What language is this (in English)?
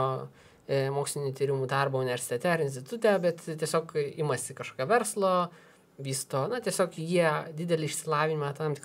Lithuanian